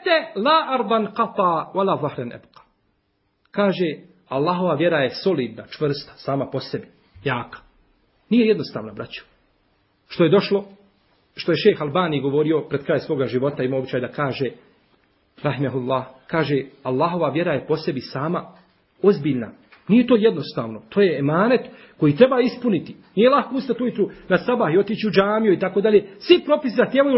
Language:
Bosnian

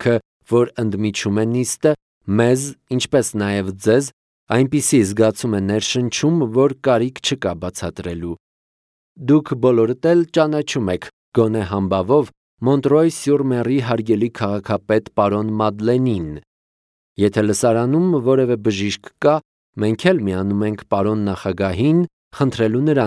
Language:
Armenian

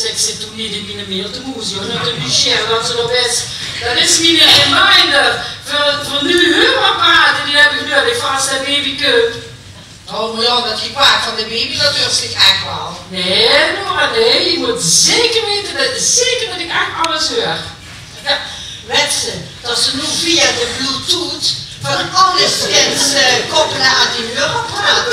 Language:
Limburgish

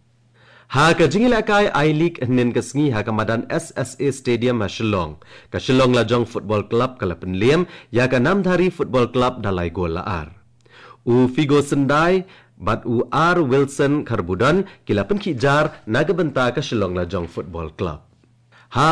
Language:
Khasi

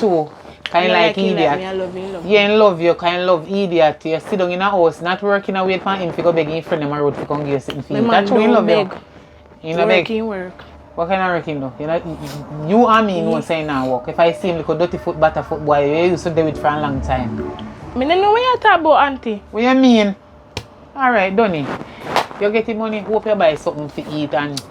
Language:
Jamaican Creole English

